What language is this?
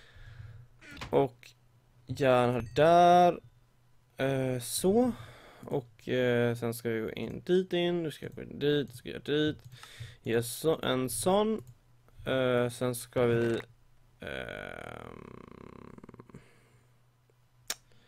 Swedish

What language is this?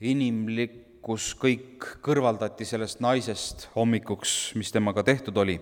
Estonian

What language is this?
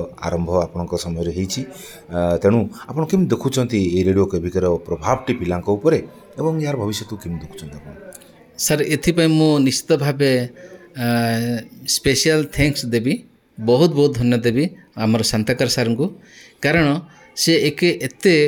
Odia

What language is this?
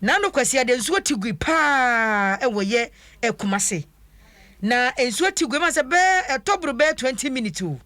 Akan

